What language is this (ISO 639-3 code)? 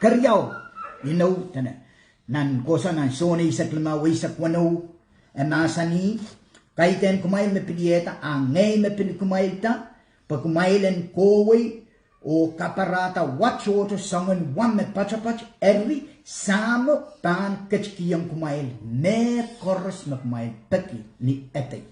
pon